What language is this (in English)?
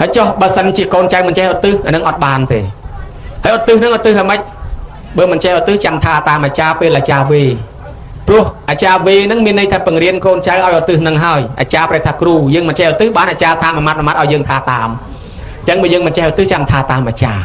Khmer